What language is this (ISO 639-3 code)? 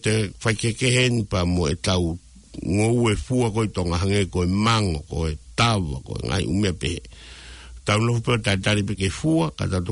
ton